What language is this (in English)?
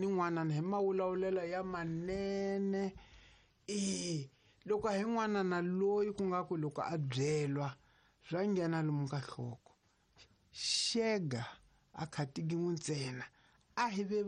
Tsonga